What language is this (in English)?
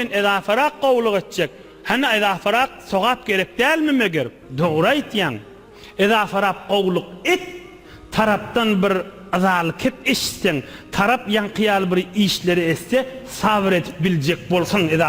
Turkmen